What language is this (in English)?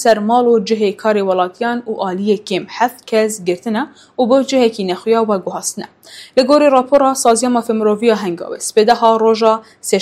Kurdish